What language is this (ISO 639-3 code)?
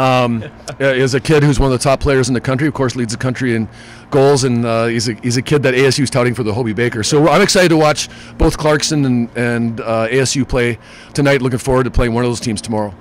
eng